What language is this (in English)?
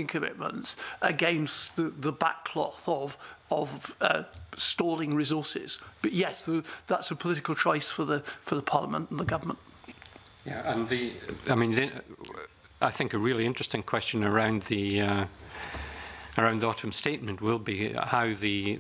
English